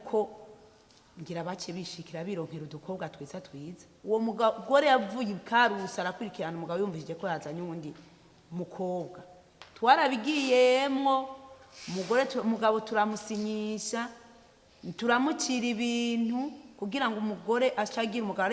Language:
Rundi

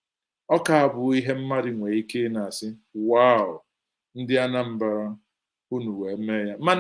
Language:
Igbo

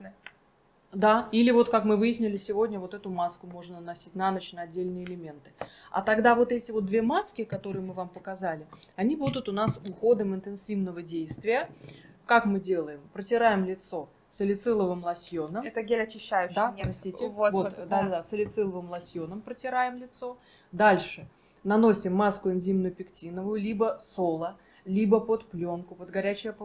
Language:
Russian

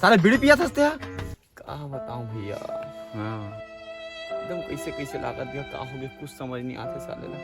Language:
Chhattisgarhi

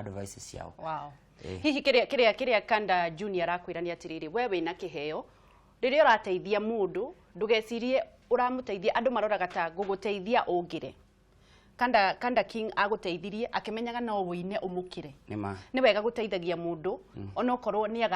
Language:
Kikuyu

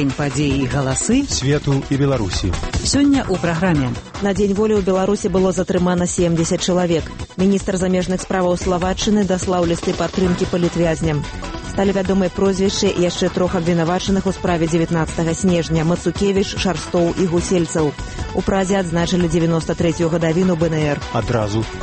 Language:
Belarusian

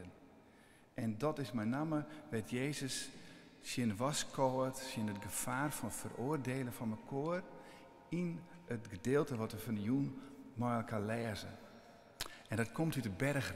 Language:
Western Frisian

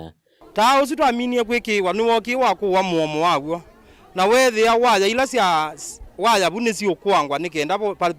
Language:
Kamba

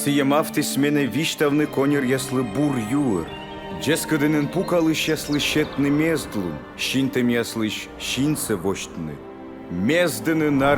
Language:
Komi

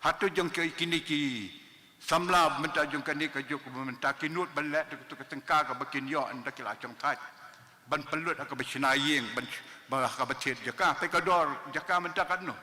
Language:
Khasi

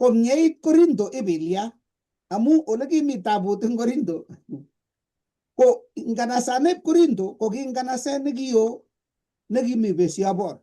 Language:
Kalenjin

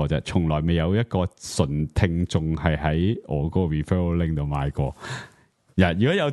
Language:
Cantonese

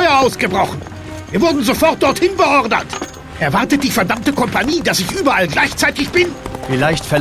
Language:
Bavarian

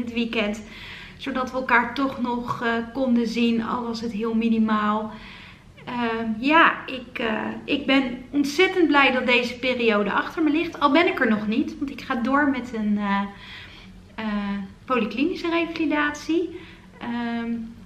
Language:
Dutch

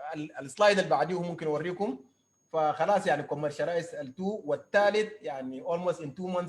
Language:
Sudanese Arabic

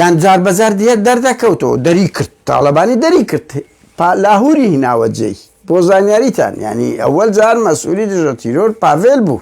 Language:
Central Kurdish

